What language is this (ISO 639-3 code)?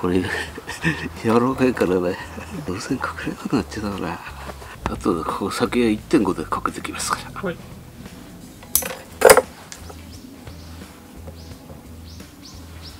jpn